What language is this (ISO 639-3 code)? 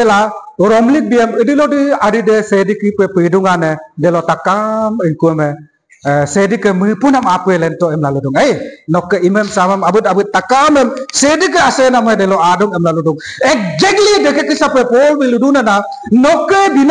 adi